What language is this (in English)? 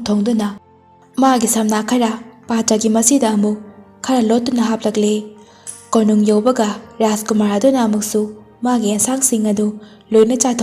Manipuri